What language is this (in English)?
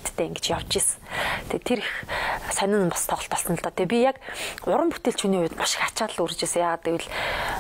Mongolian